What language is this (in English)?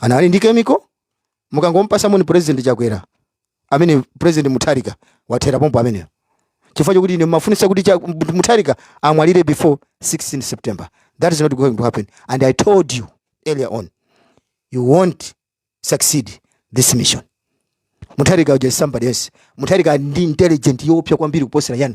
Nyanja